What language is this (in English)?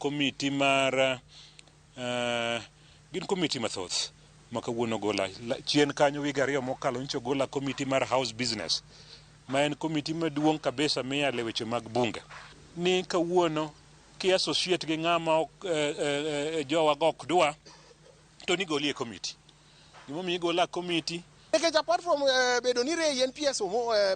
Luo (Kenya and Tanzania)